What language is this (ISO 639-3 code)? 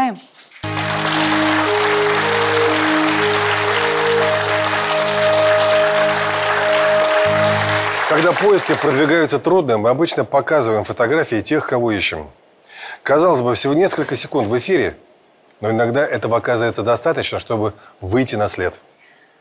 rus